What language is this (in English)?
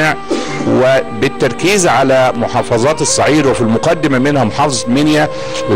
Arabic